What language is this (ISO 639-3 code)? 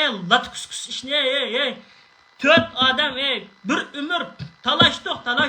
uig